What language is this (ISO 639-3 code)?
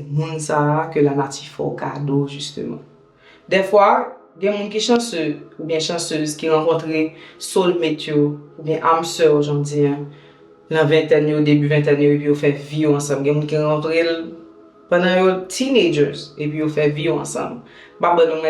hat